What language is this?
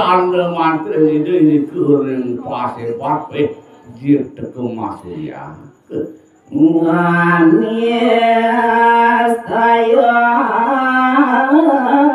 Balinese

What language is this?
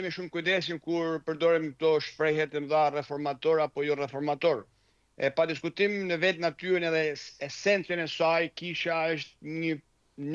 Albanian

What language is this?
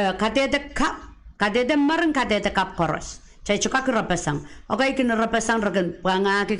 Pohnpeian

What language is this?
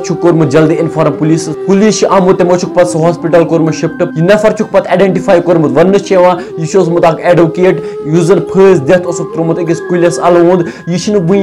Kashmiri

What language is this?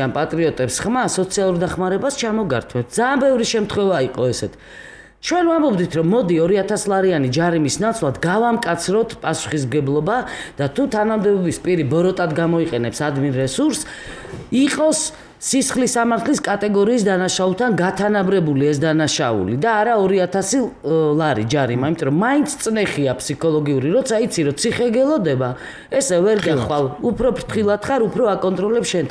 Georgian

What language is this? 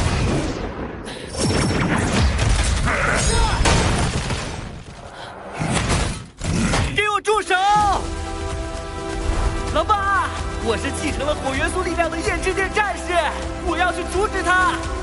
Chinese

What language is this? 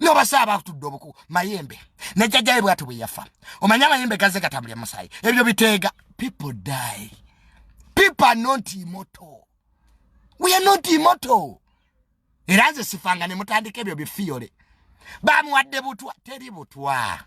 Ganda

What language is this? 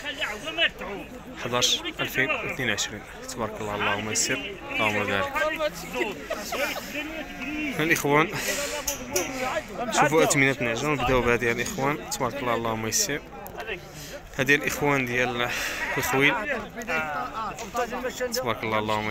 Moroccan Arabic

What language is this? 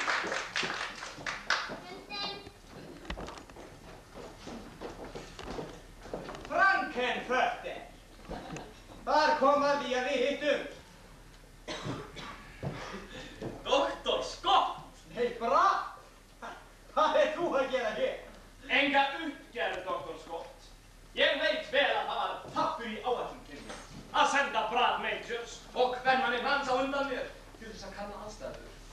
Icelandic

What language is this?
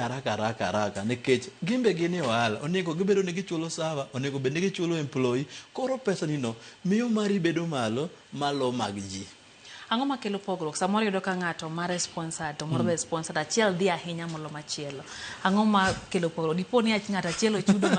Luo (Kenya and Tanzania)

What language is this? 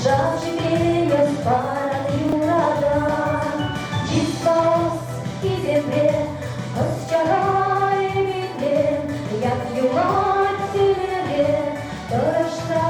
Chuvash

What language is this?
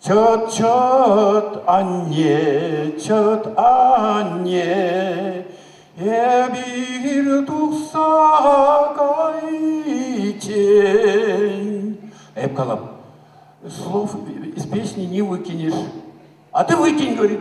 Chuvash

